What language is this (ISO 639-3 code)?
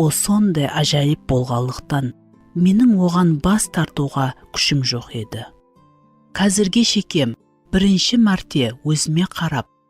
kaa